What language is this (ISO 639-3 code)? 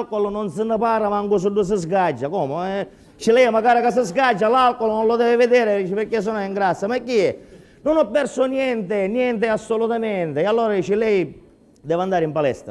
scn